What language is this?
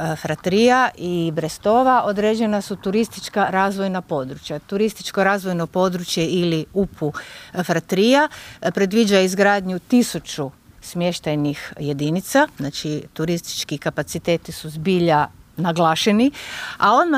Croatian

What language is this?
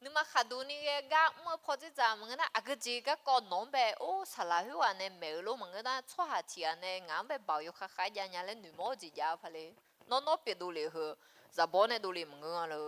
Akha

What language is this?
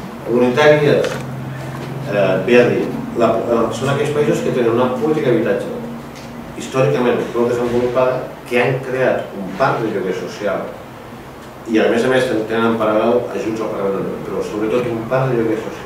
Catalan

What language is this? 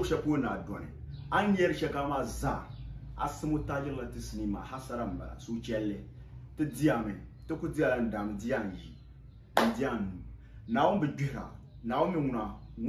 Dagbani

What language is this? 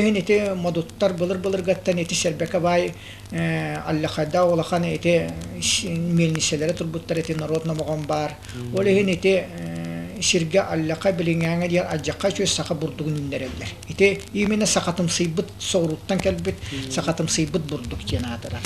Yakut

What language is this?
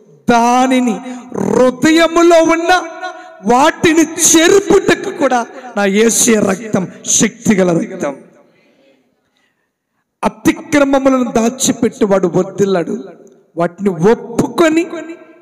Telugu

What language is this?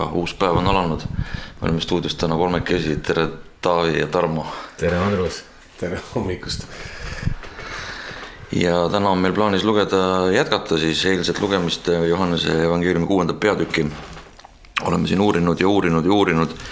Estonian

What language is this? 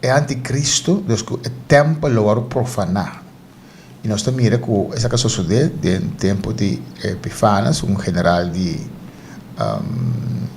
Papiamento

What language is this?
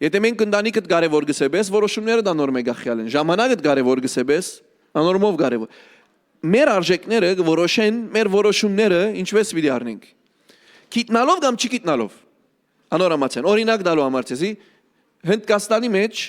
Western Armenian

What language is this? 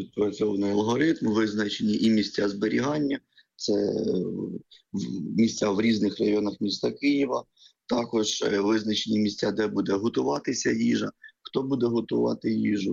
Ukrainian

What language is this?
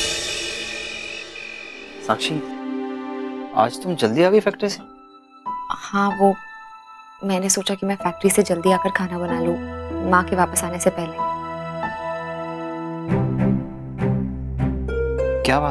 Hindi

